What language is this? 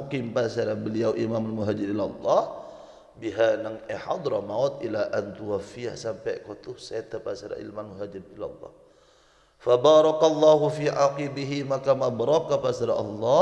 Madurese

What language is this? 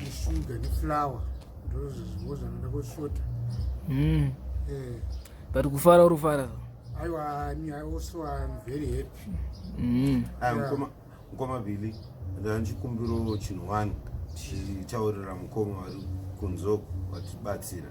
Shona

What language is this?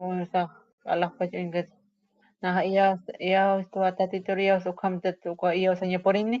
Aymara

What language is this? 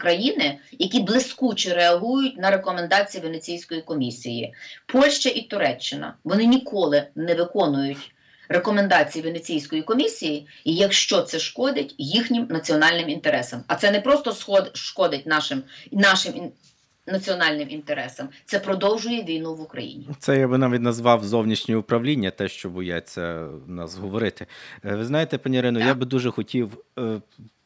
Ukrainian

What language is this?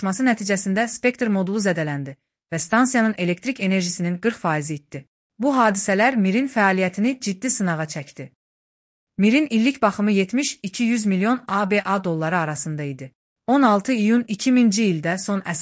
Azerbaijani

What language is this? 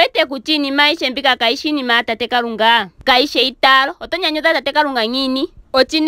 Ndonga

